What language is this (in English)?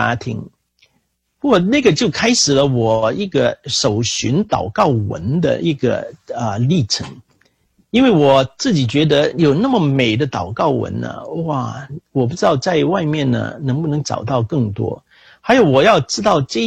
Chinese